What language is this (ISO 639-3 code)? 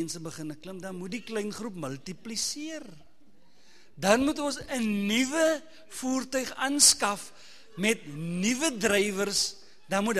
afr